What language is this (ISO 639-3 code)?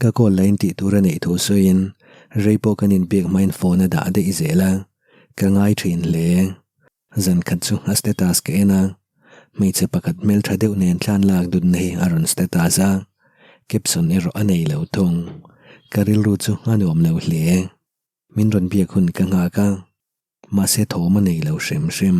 lus